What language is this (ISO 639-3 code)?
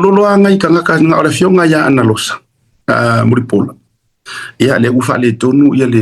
smo